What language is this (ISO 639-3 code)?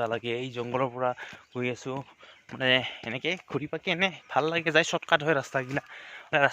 asm